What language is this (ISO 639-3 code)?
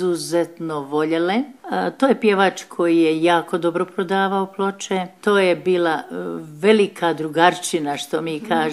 bos